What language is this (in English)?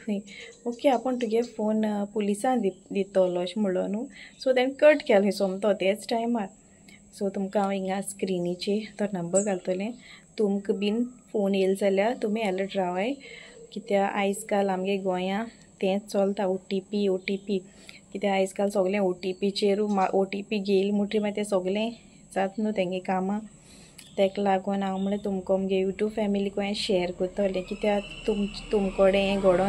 Konkani